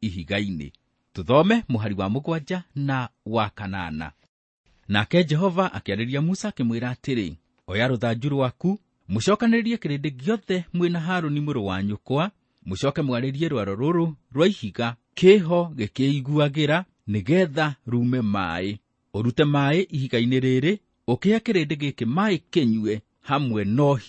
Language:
Kikuyu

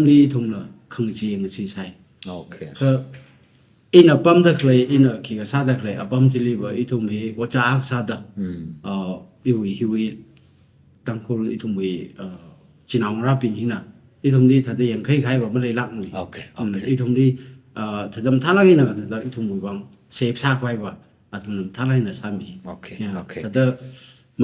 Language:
Tangkhul Naga (India)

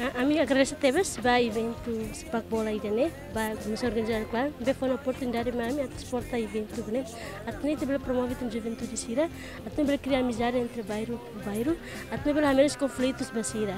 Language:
Tetum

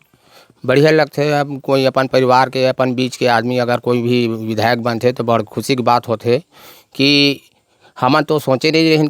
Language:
Chhattisgarhi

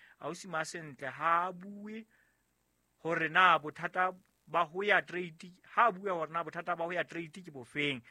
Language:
Southern Sotho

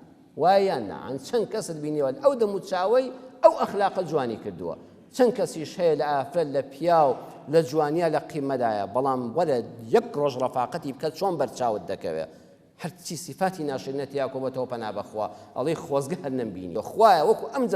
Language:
Central Kurdish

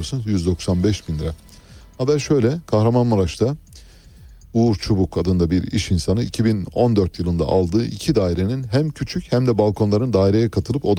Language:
Turkish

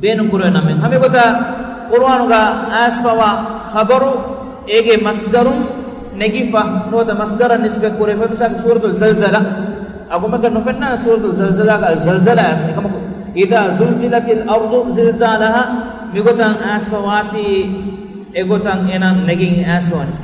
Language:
Divehi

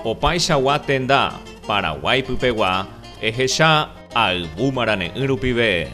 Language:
Guarani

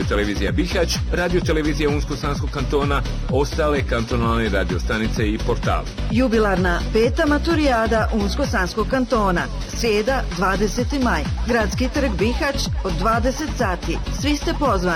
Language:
Bosnian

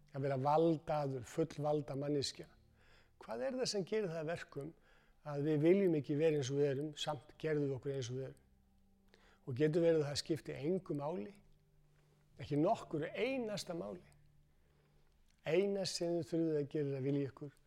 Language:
Icelandic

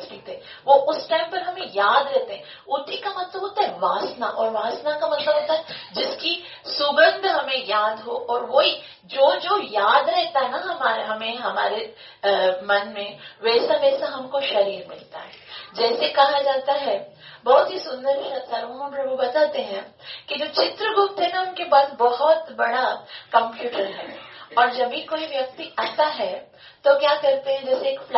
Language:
Hindi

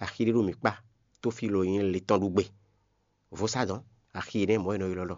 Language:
Fon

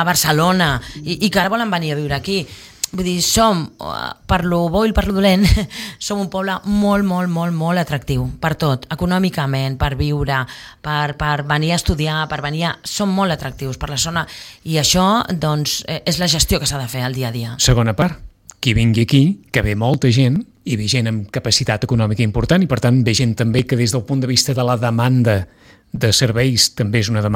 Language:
Catalan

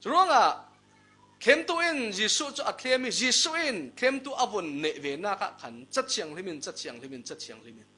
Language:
Falam Chin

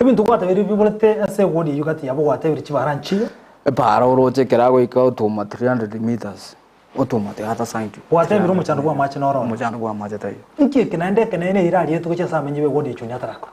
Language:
Gusii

